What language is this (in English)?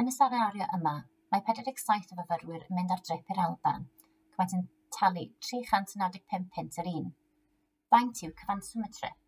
Welsh